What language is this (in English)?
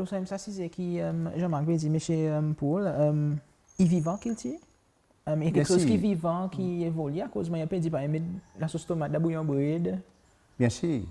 Seselwa Creole French